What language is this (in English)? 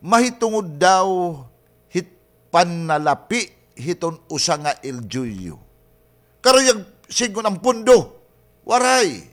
Waray